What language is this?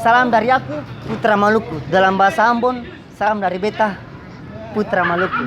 Ambonese Malay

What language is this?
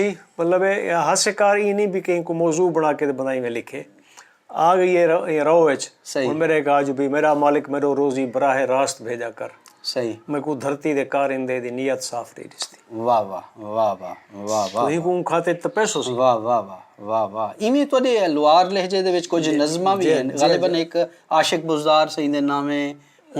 Saraiki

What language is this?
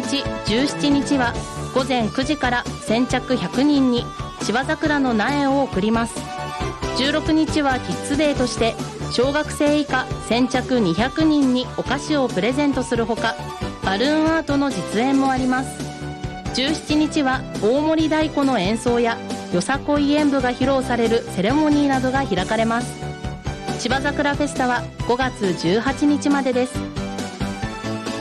Japanese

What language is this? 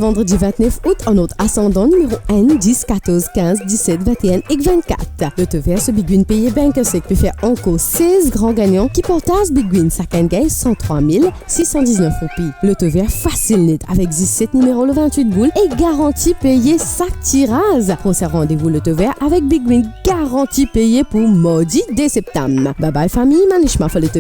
Morisyen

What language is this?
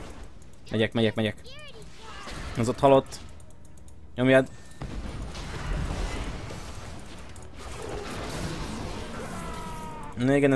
Hungarian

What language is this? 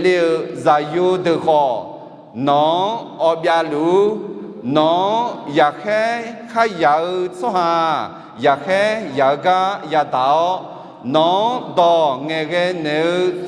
Akha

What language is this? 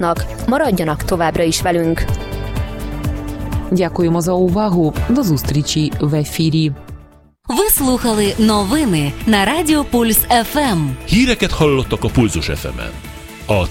Ukrainian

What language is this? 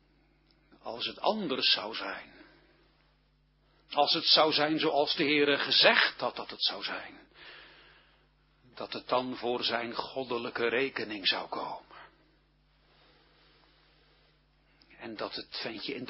Dutch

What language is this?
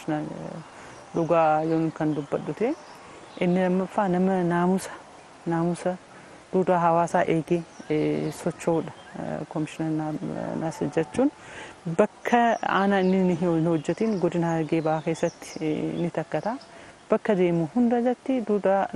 Oromo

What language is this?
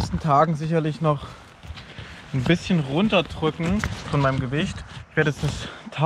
German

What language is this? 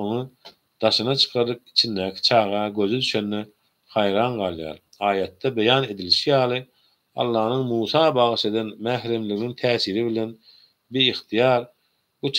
Turkmen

